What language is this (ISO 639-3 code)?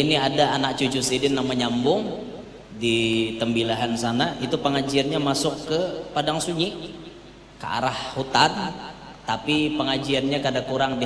bjn